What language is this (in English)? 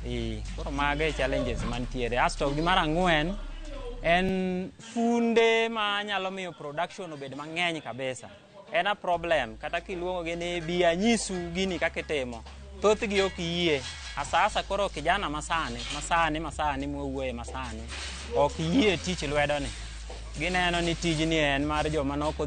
Luo (Kenya and Tanzania)